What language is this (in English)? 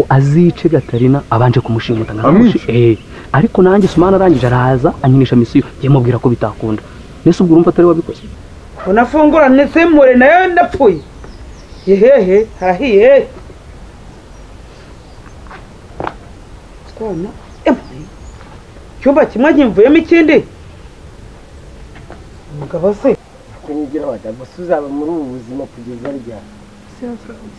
Kinyarwanda